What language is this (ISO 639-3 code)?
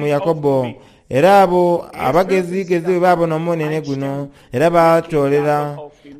xog